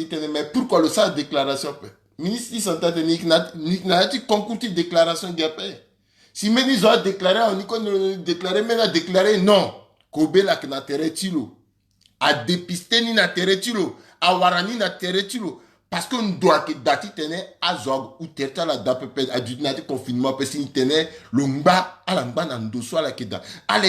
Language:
Sango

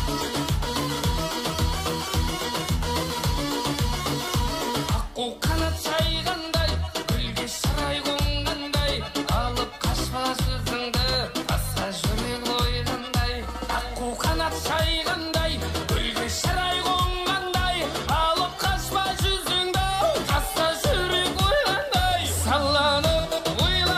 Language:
Kazakh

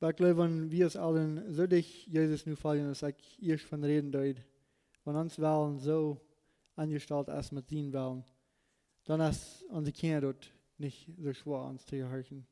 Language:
Plautdietsch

